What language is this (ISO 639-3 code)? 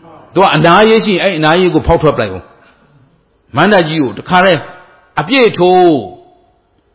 mya